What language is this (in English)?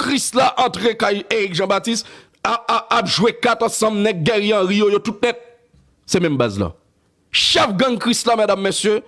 Haitian Creole